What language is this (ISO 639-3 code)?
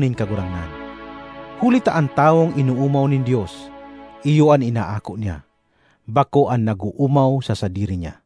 bik